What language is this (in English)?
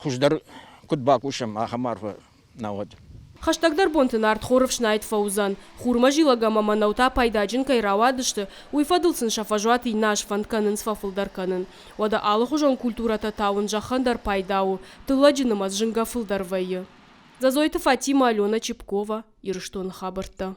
Ossetic